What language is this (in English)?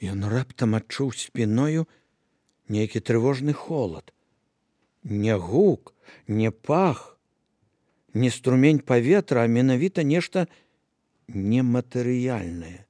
Belarusian